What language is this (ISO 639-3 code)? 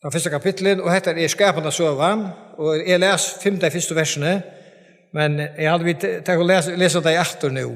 fao